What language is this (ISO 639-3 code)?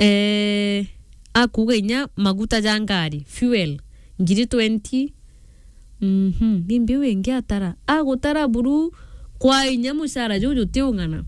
mer